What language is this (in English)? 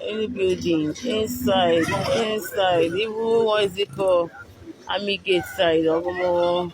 Nigerian Pidgin